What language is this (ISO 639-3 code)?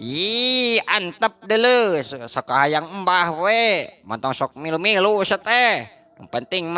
sun